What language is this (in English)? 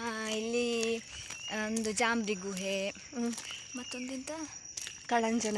Tulu